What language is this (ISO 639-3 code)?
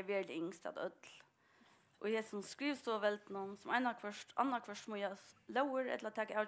fao